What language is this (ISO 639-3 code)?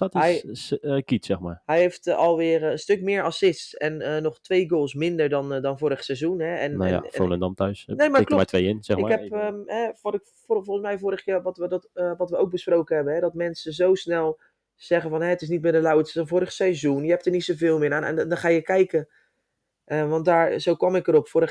nld